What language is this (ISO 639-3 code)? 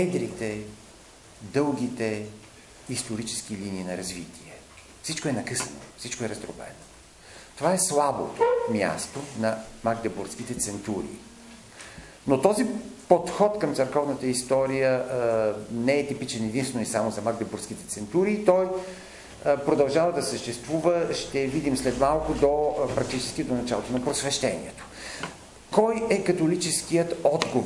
bul